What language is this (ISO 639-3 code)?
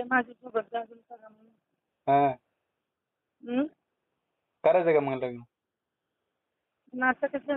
mar